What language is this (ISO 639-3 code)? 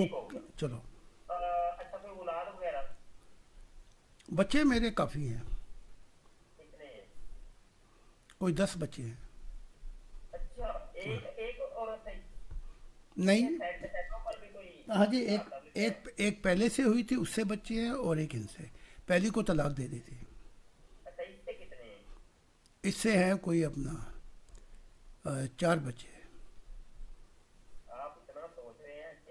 urd